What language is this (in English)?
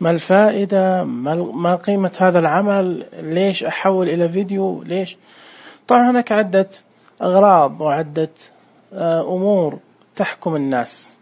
Najdi Arabic